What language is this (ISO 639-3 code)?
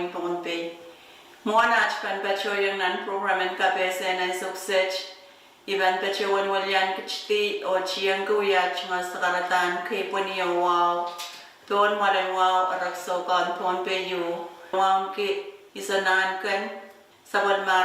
pon